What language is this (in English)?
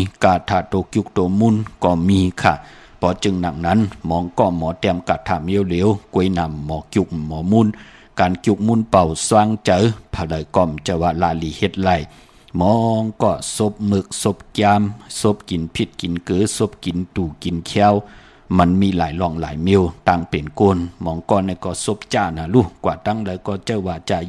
Shan